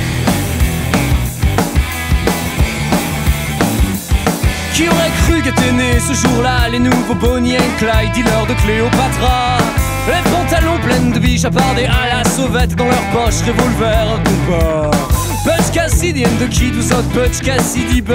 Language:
French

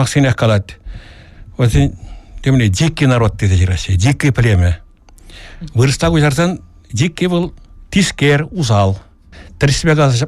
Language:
Chuvash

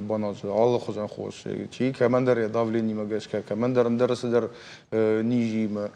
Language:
Ossetic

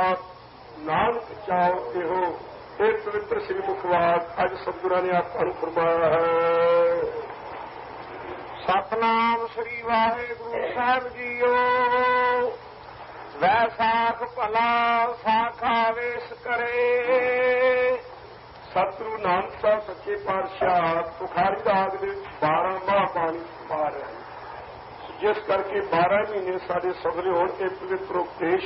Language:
Punjabi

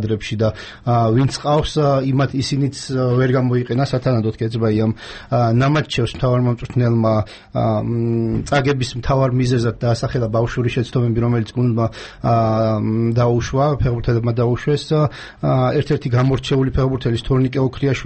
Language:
Georgian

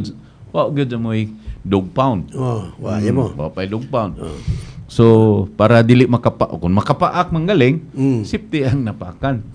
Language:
Cebuano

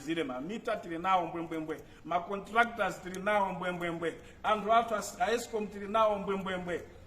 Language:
Nyanja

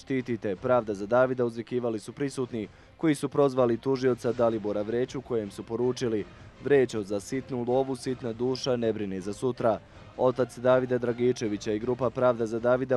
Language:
Bosnian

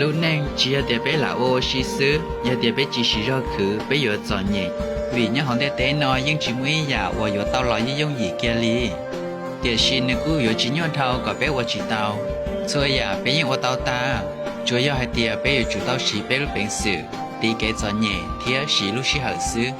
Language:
Hmong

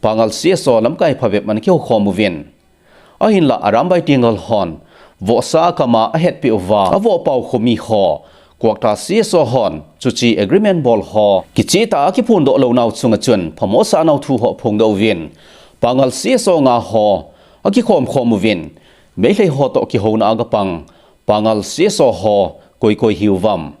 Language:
Thado Chin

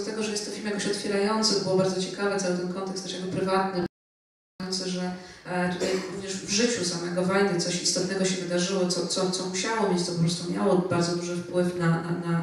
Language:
Polish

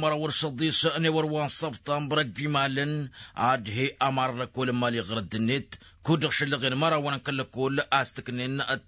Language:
Tamasheq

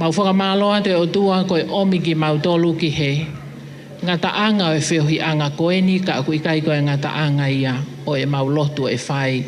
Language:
Tongan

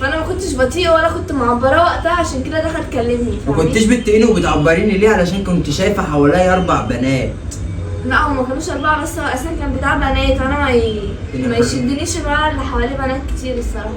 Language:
Egyptian Arabic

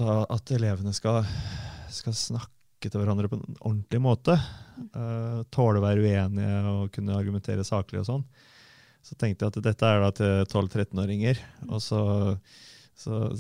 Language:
Norwegian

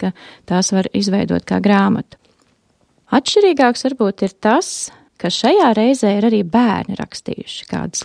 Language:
Latvian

